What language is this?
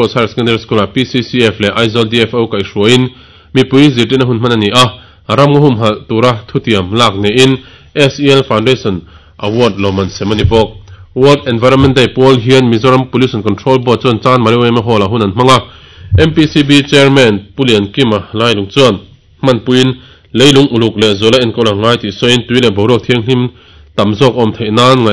Mizo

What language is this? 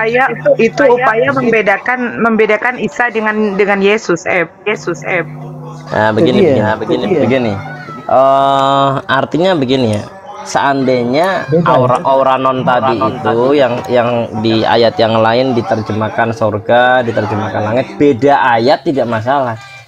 Indonesian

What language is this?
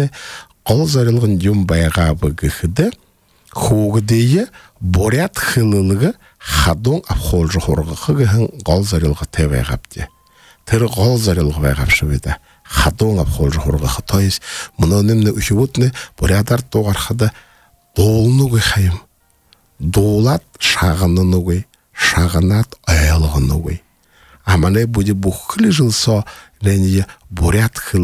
Buriat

